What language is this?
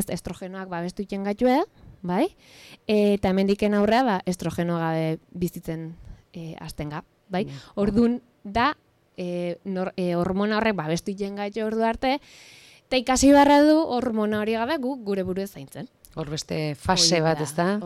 Basque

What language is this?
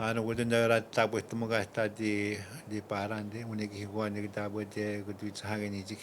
Atikamekw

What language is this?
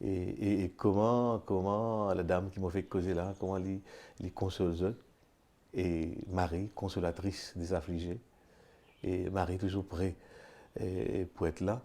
Morisyen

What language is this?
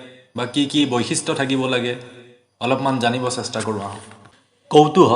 Assamese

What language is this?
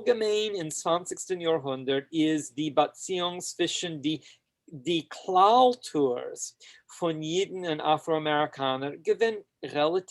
Yiddish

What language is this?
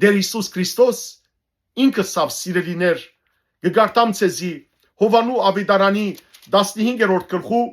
Western Armenian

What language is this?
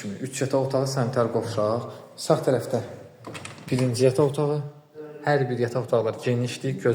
Azerbaijani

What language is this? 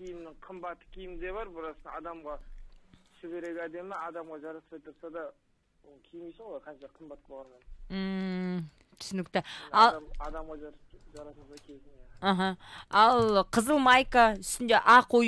Kazakh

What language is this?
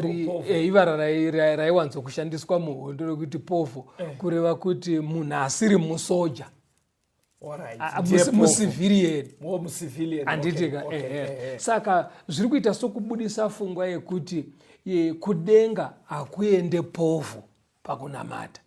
Shona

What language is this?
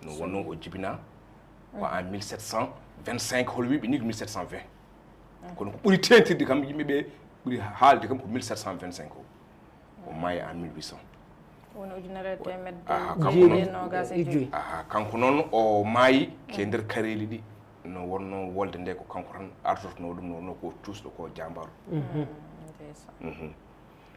Fula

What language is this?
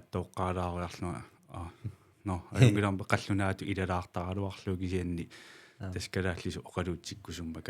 Kalaallisut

